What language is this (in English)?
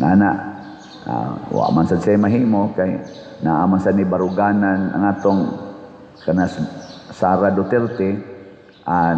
Cebuano